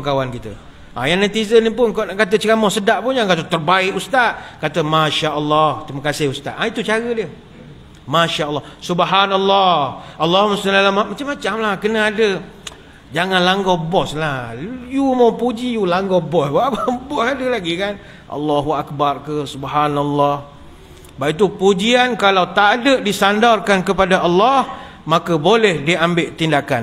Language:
Malay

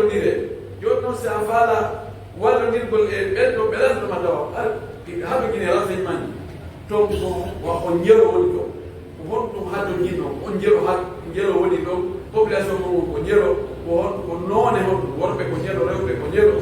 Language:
Pular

